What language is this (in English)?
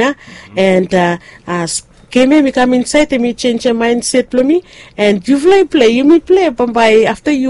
Bislama